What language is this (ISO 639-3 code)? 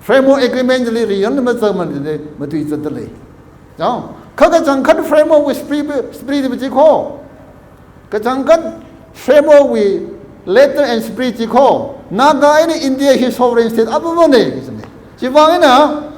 nmf